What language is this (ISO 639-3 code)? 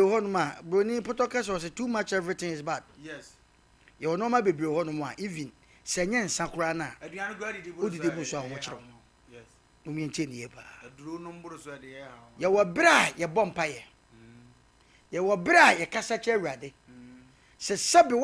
aka